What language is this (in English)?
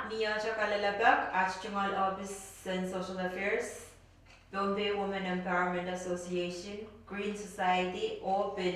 Pohnpeian